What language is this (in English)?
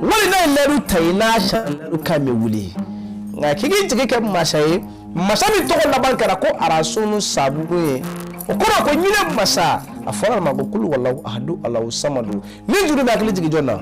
Bambara